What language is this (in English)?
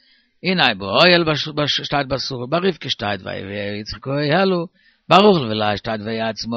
Yiddish